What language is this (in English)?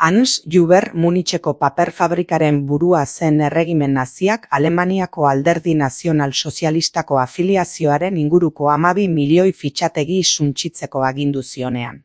Basque